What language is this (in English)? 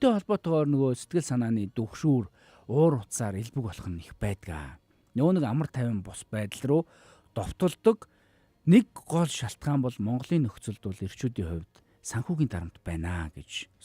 Mongolian